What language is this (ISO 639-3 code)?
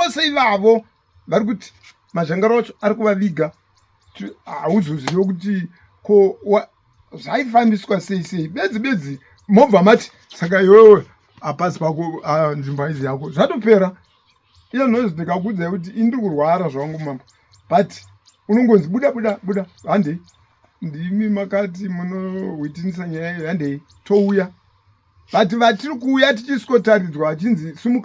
sna